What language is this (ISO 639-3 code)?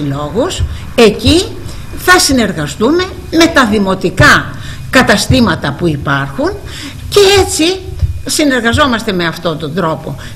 ell